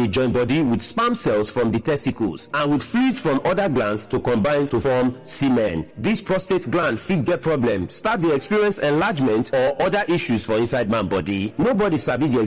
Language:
Nigerian Pidgin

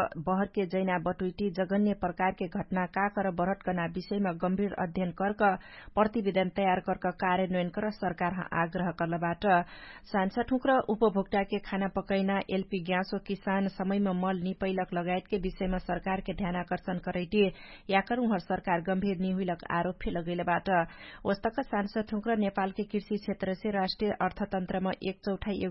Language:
Dangaura Tharu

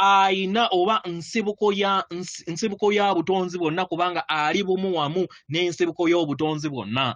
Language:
Ganda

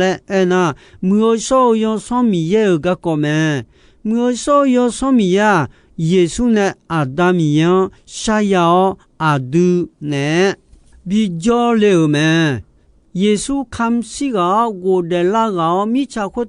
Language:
Akha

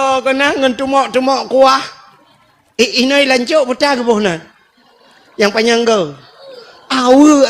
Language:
Achinese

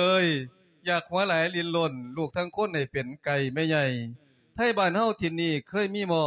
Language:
Lao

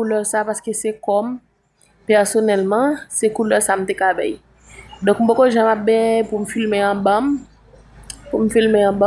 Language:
Haitian Creole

